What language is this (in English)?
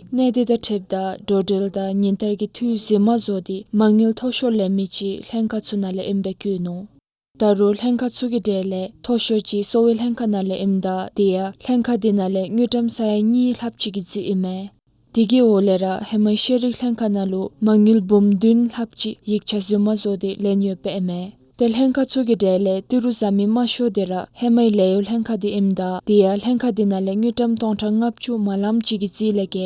Dzongkha